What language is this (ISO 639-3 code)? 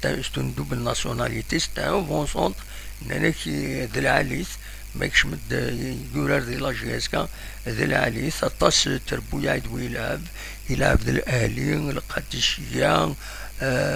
kab